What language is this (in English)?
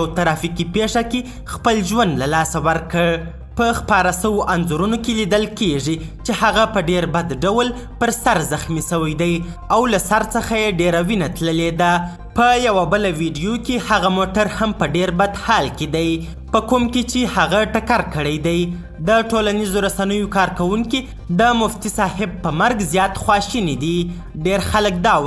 Pashto